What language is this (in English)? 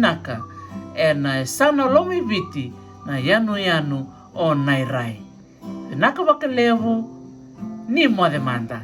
Fijian